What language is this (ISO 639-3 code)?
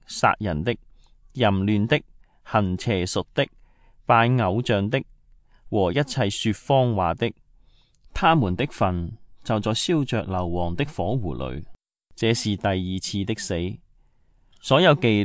yue